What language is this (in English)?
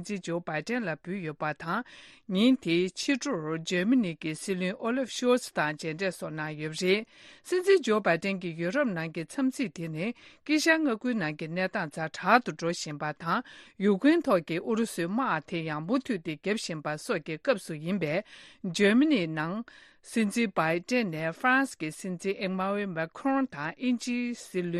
Tibetan